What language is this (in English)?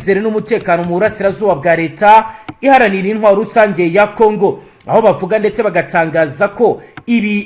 Kinyarwanda